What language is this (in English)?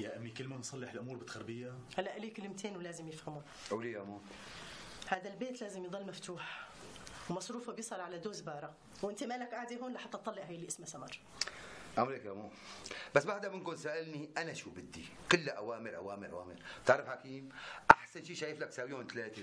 North Levantine Arabic